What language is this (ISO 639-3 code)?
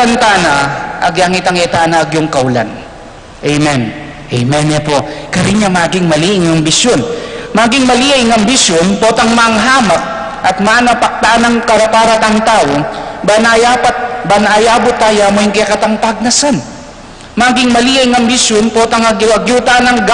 pam